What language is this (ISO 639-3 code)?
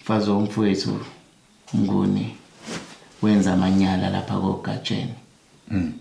zul